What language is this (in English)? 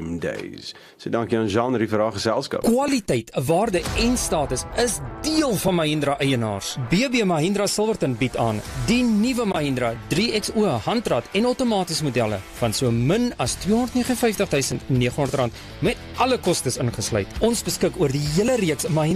Afrikaans